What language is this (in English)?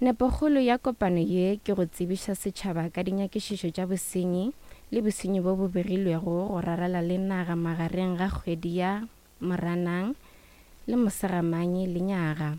Northern Sotho